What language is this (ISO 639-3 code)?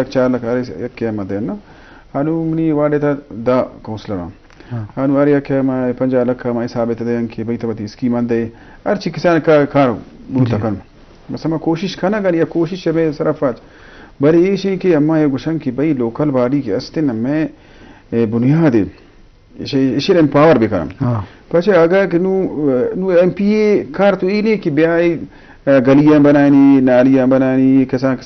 bgp